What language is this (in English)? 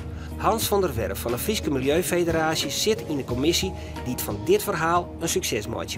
Western Frisian